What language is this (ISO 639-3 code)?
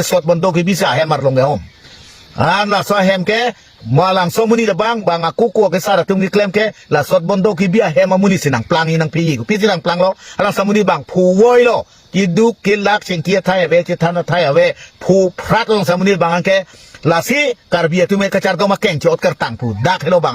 mjw